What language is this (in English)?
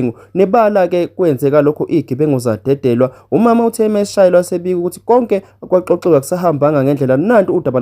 Zulu